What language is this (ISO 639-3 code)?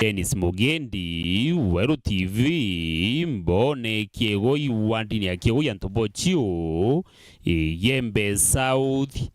mer